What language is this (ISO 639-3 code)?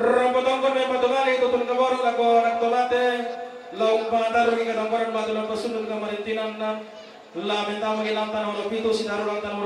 sda